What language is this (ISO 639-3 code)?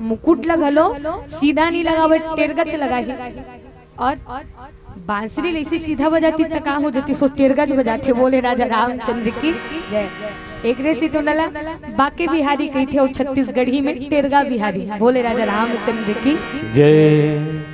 hne